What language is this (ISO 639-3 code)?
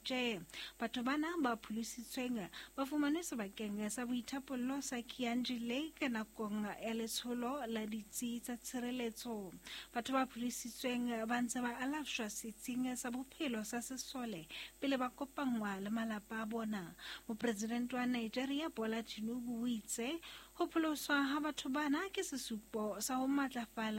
sot